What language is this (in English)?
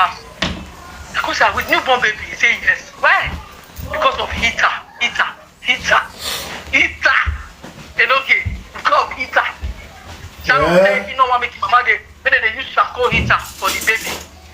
Nigerian Pidgin